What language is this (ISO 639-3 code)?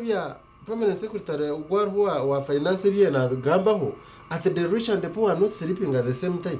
nyn